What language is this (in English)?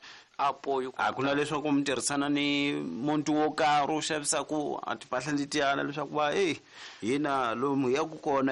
Tsonga